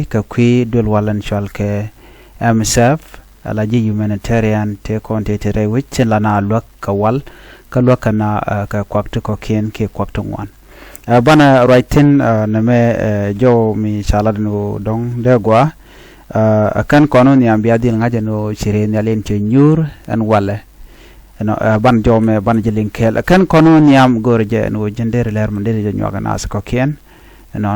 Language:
Nuer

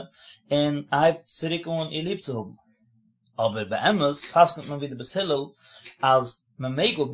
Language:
Yiddish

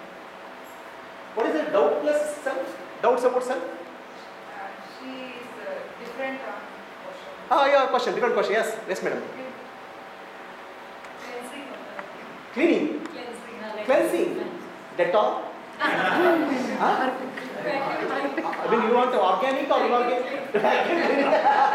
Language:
English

